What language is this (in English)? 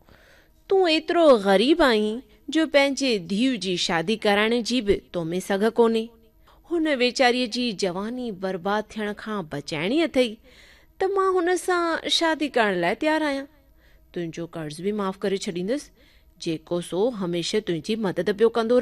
Sindhi